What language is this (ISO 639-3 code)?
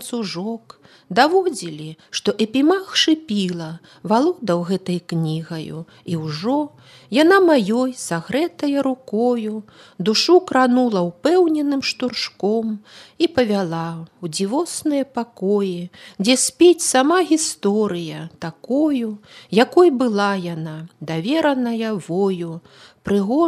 bel